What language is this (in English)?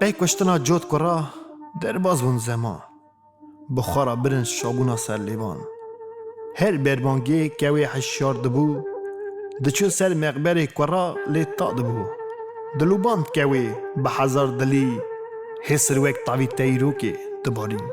Kurdish